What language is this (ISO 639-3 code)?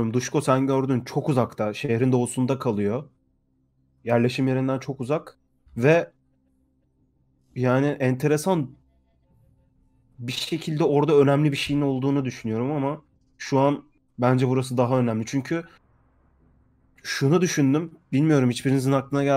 tur